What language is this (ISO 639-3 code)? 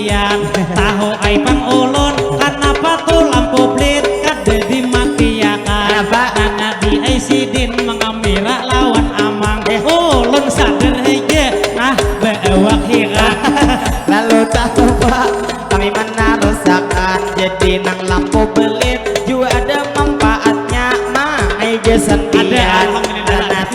bjn